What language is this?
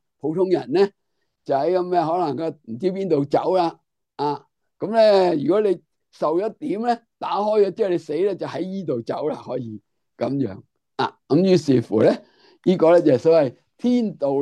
Cantonese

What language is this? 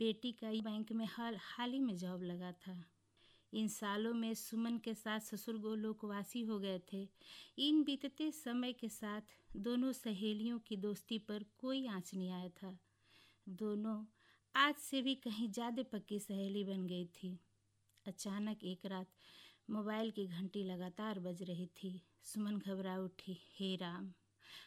Hindi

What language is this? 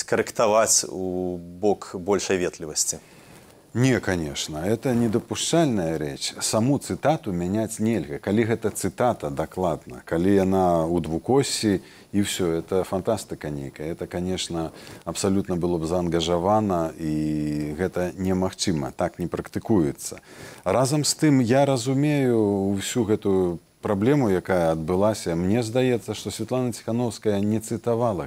Belarusian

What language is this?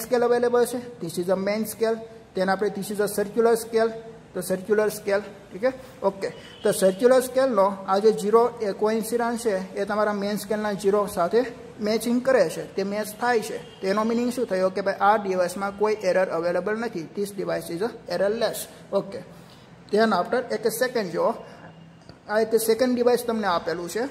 Gujarati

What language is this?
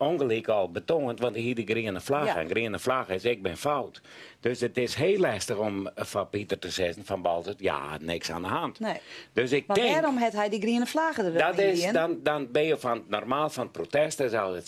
Western Frisian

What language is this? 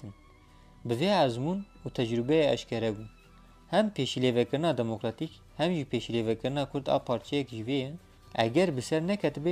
Kurdish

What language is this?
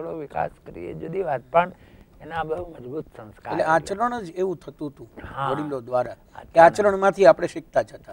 Gujarati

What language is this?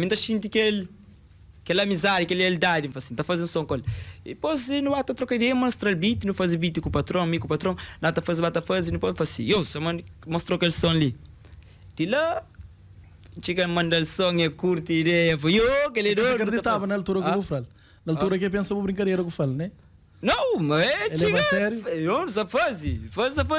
Kabuverdianu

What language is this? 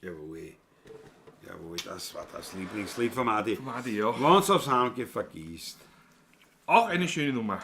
Bavarian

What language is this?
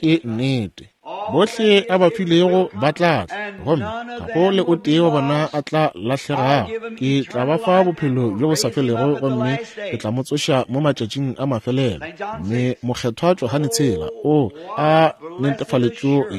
Northern Sotho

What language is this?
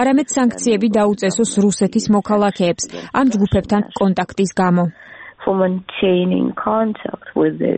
Georgian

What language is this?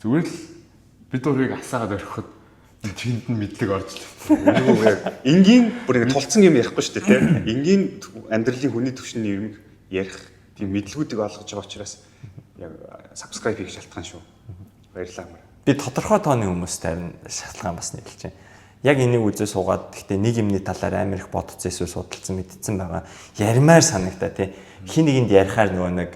Mongolian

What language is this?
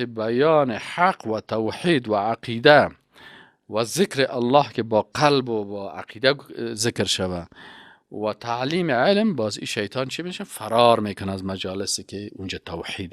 Persian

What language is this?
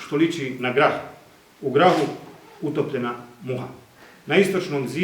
Bosnian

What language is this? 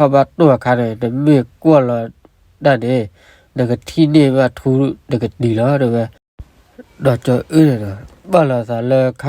S'gaw Karen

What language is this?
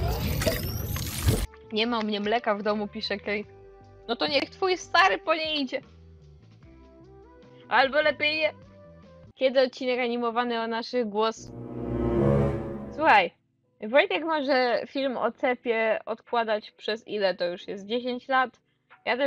Polish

